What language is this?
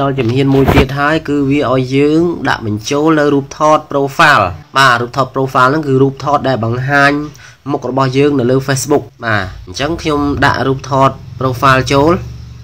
Khmer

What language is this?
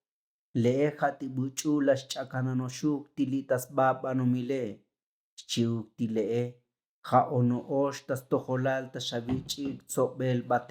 Tzotzil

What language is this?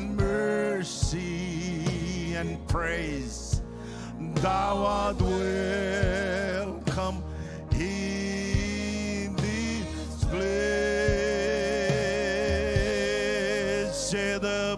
Marshallese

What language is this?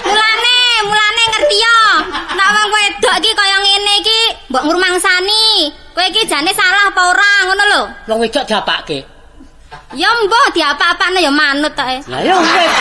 Javanese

